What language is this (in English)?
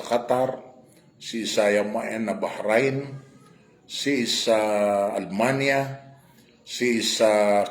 Maranao